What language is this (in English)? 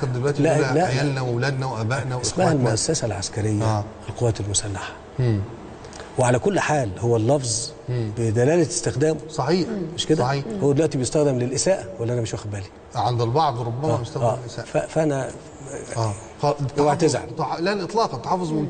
Egyptian Arabic